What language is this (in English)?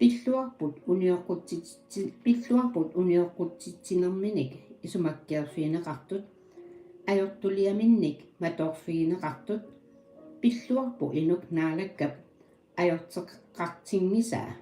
Kalaallisut